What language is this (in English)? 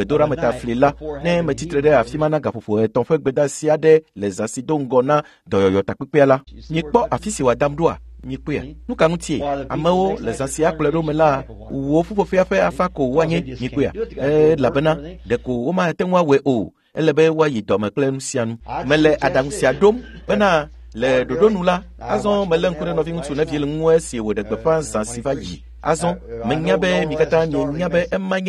Ewe